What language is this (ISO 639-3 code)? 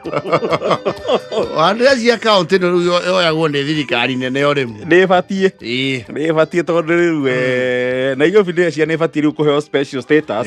kik